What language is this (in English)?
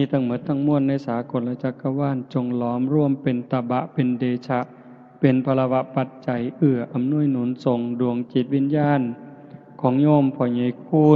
Lao